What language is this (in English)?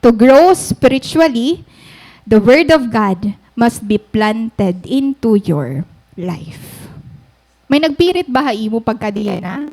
Waray